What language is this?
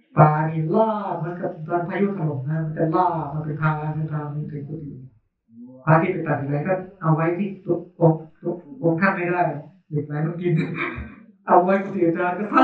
Thai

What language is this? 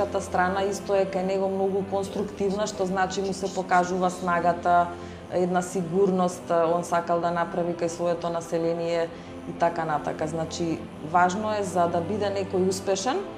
Macedonian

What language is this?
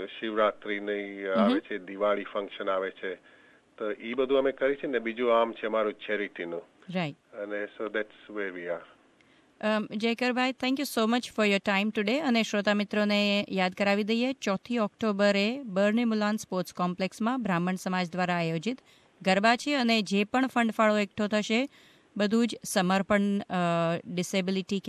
Gujarati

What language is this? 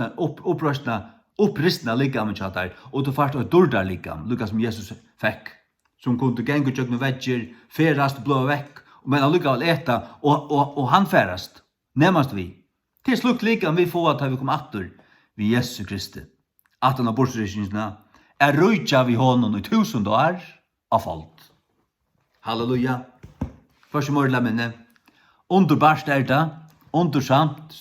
Faroese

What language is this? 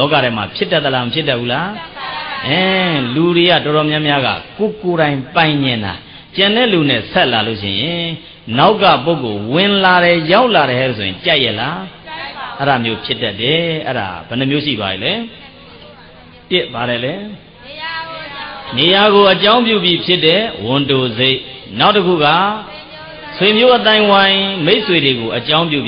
Burmese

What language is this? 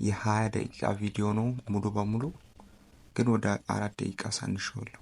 Amharic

